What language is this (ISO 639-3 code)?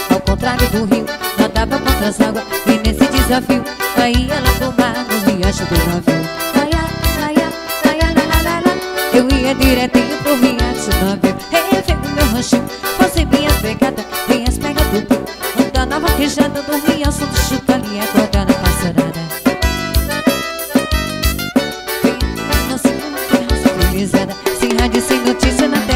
por